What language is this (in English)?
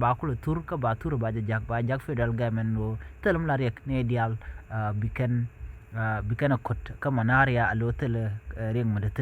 Nuer